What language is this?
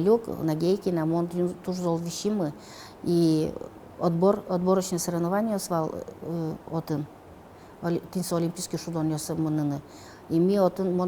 Udmurt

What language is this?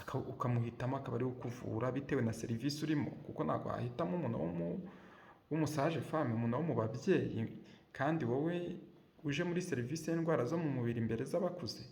Kinyarwanda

